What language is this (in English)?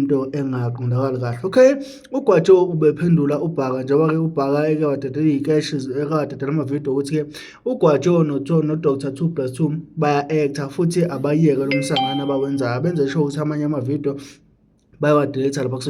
Zulu